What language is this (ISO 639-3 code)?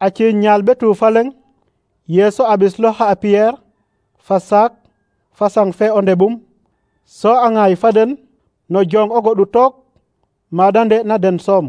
srr